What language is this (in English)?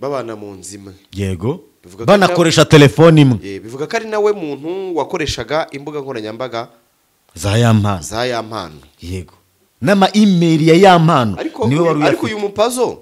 Kinyarwanda